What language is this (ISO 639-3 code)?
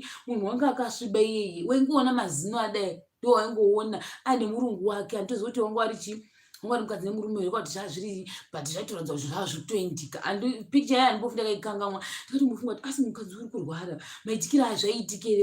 sna